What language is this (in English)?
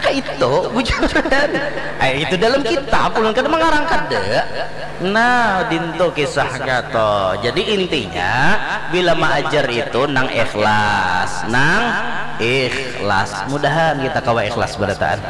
Banjar